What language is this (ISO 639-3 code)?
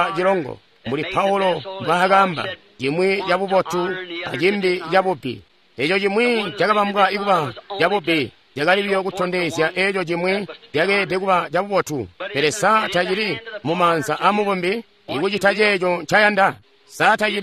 toi